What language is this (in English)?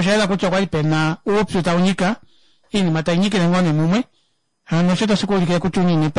Kuanyama